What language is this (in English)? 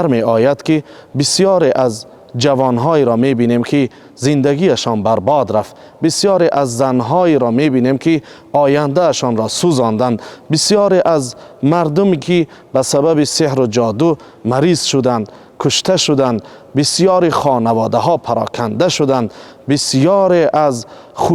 Tajik